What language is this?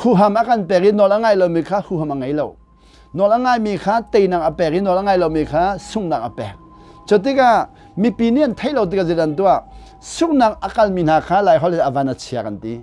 Hakha Chin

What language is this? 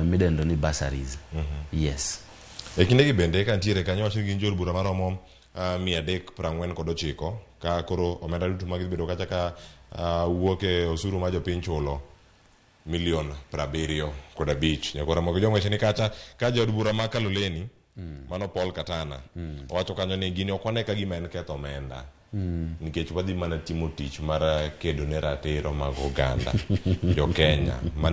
Luo (Kenya and Tanzania)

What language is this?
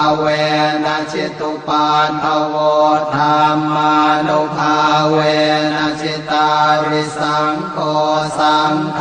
Pali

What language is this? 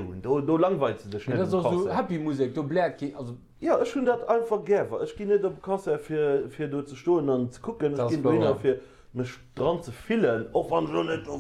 Luxembourgish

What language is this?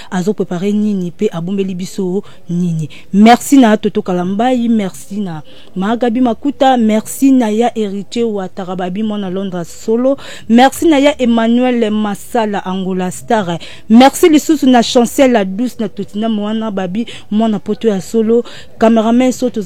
Lingala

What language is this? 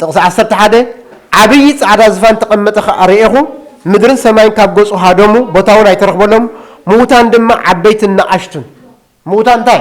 Tigrinya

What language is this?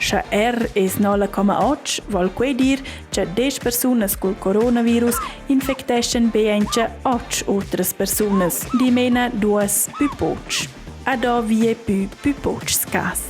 Romansh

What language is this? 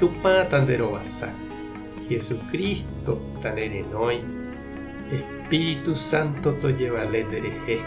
Guarani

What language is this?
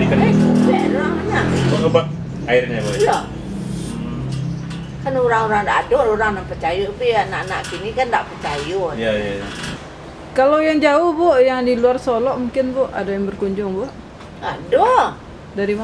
Minangkabau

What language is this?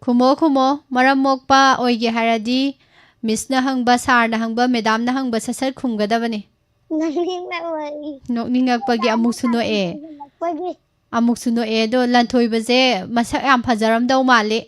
Manipuri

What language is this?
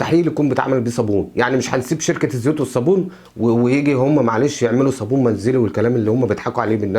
Egyptian Arabic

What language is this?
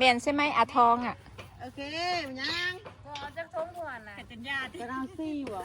Northeastern Thai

